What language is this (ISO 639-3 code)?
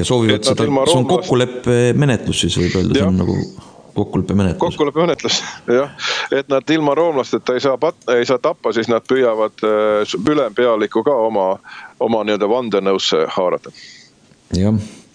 est